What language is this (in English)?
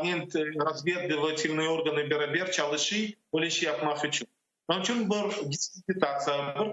Crimean Tatar